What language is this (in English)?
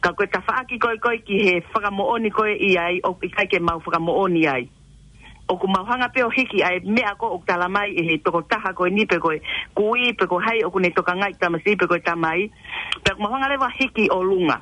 Tongan